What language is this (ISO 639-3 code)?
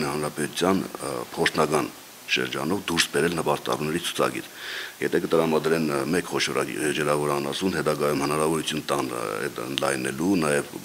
hye